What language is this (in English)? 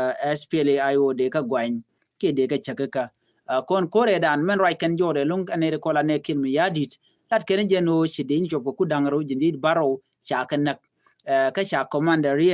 Nuer